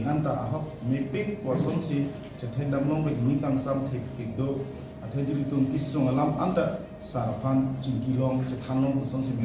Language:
Karbi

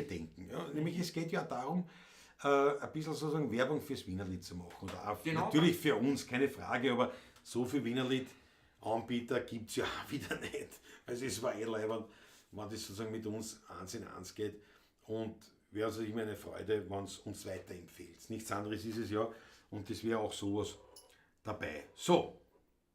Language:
Bavarian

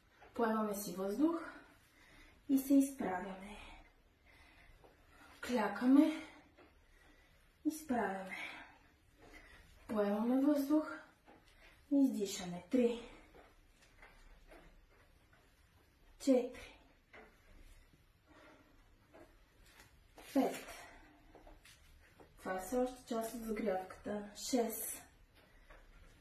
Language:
Bulgarian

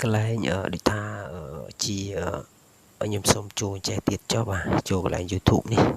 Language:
Khmer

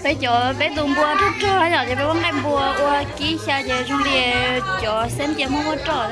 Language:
Hmong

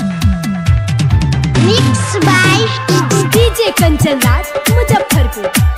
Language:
Bhojpuri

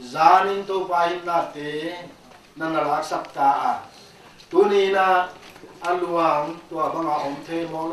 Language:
Paite Chin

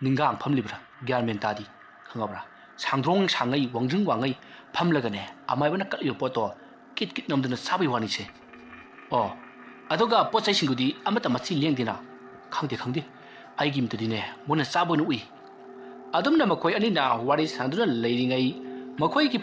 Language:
Manipuri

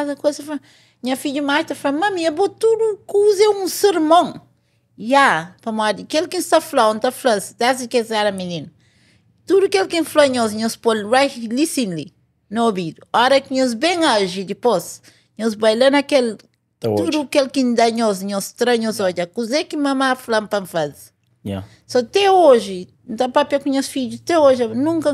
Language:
Kabuverdianu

